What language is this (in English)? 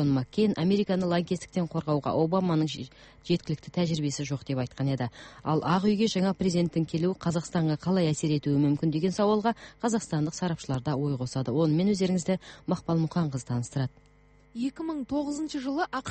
Kazakh